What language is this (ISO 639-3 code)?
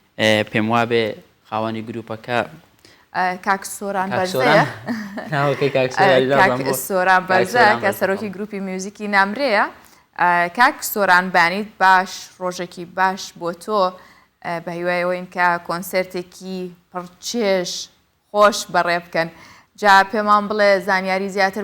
ckb